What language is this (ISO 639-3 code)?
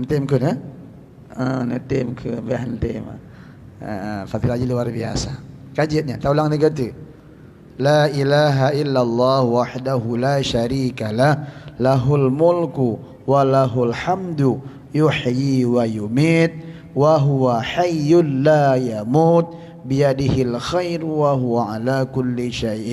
ace